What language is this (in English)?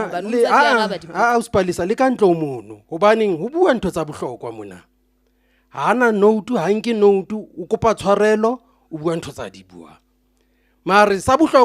Southern Sotho